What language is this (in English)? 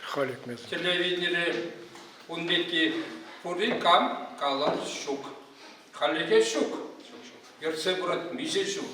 Chuvash